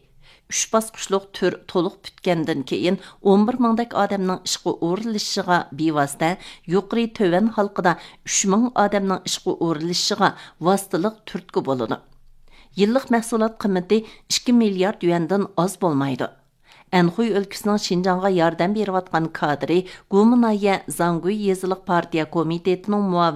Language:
Uyghur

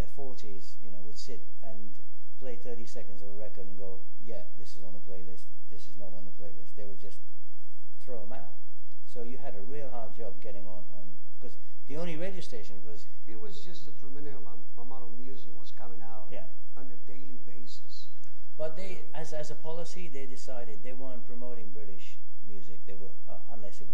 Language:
English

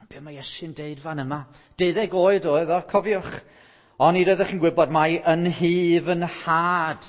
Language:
Welsh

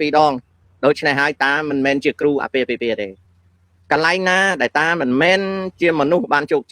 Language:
Khmer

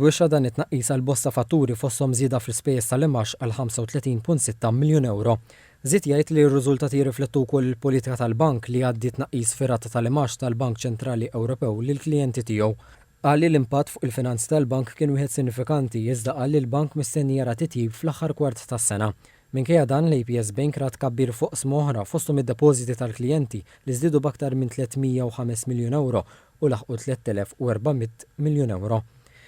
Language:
Maltese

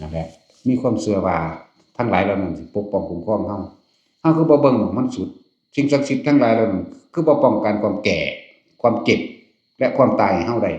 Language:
Northeastern Thai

